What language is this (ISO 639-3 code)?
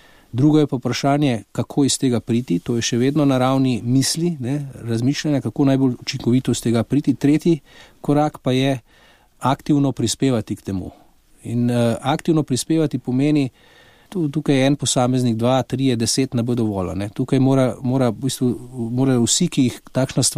slv